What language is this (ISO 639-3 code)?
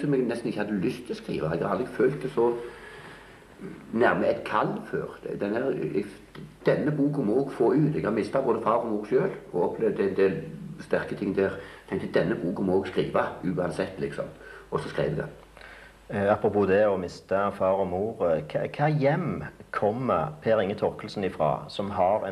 nor